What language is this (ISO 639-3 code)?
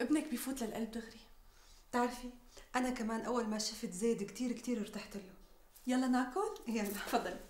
apc